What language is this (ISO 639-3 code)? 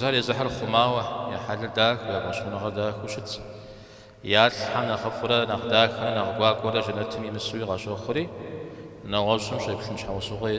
kbd